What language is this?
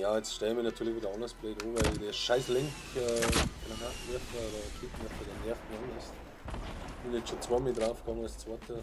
Bavarian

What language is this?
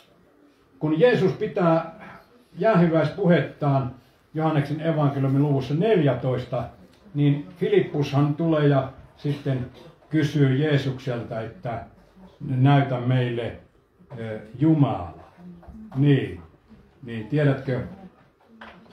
Finnish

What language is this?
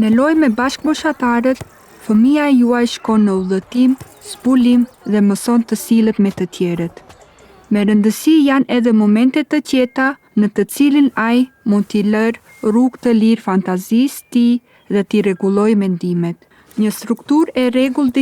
Albanian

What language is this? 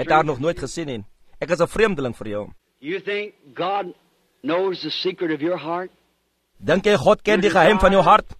Afrikaans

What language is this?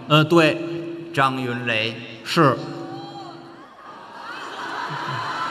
Chinese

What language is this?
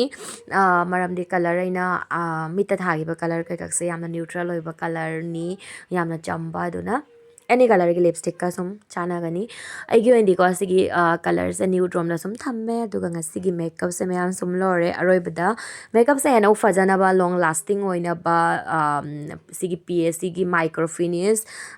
Manipuri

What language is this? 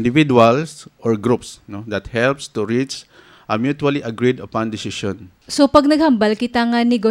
Hiligaynon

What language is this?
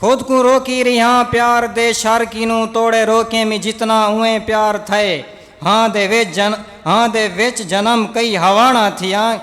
Saraiki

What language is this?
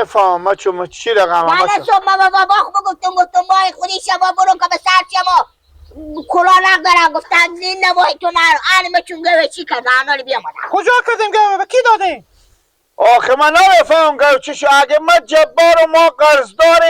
Persian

